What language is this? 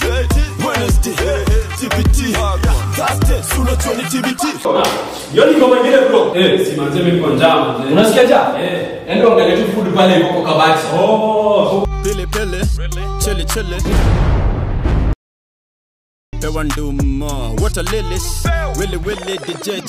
Swahili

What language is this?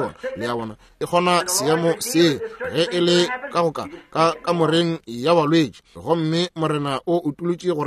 Northern Sotho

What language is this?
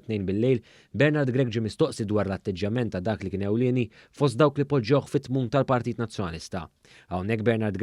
Maltese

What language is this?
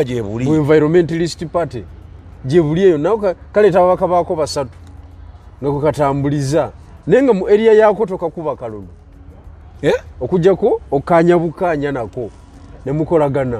Ganda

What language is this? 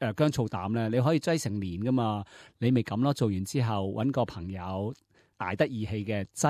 Cantonese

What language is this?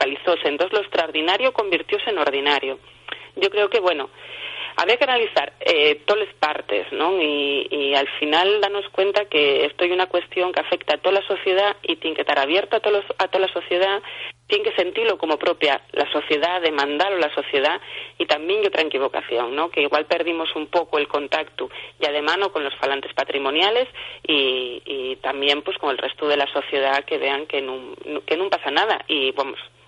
Asturian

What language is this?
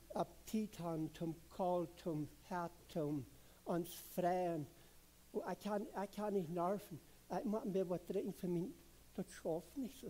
Plautdietsch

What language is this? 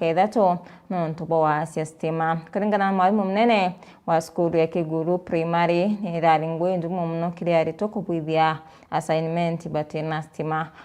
Meru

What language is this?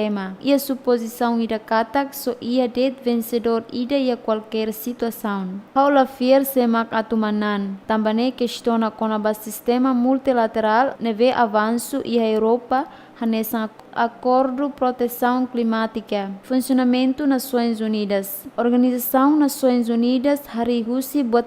Tetum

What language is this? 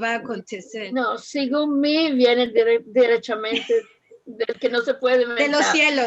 Ladino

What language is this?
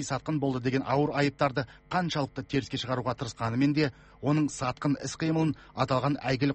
Kazakh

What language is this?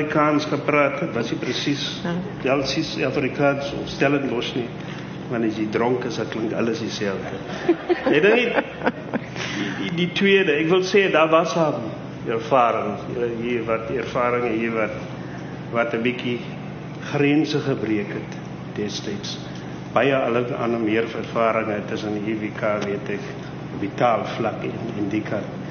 Afrikaans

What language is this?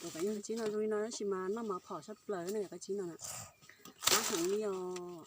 Hmong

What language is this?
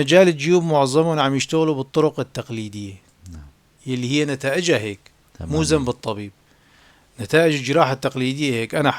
North Levantine Arabic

